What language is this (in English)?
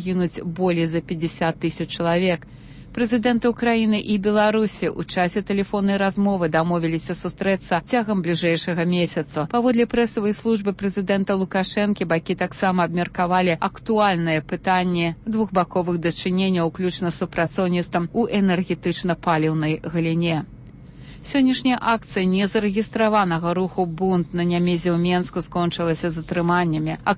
Belarusian